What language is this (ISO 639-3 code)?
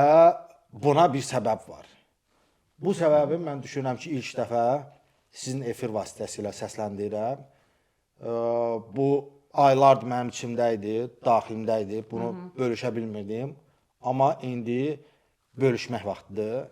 aze